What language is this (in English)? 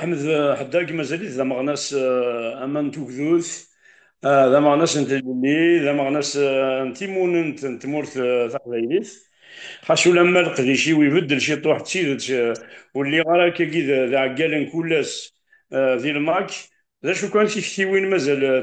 Kabyle